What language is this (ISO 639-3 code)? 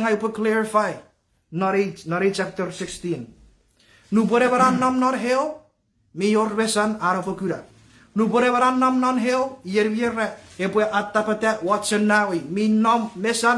chk